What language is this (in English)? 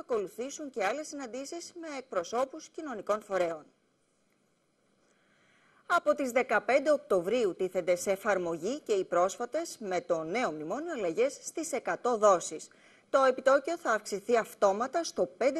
Greek